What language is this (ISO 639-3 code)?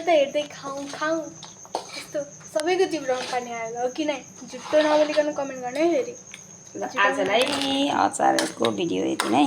nep